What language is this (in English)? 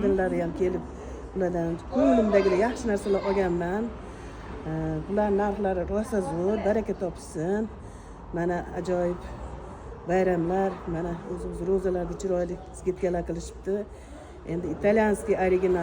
Uzbek